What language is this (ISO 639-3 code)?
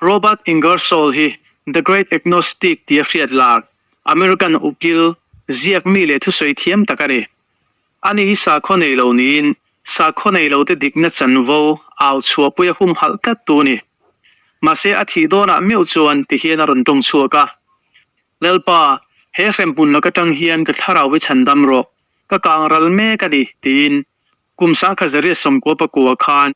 lus